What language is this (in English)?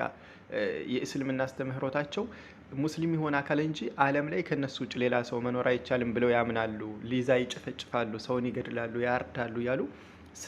Amharic